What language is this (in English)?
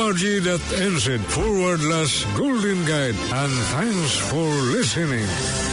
Filipino